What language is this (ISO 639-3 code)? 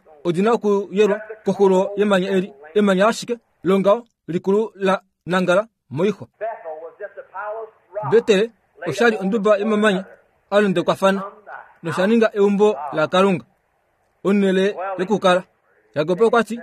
kua